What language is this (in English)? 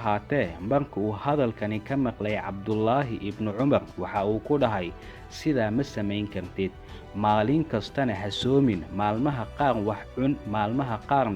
Somali